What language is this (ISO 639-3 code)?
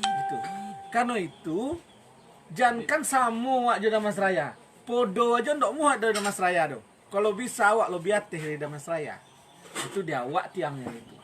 min